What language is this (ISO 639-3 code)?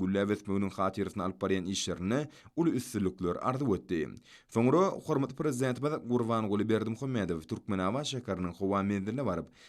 tuk